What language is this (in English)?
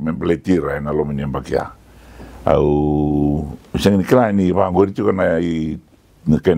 Fijian